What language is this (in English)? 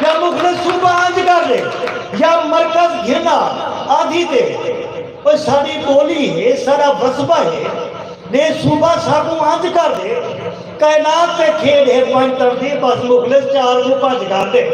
Saraiki